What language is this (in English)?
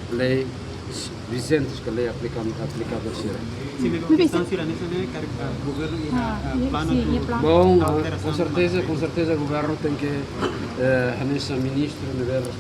Tetum